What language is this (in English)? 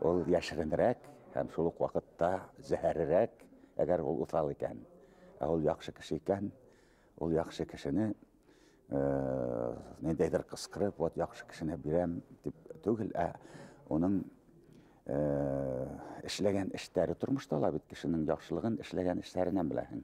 Bashkir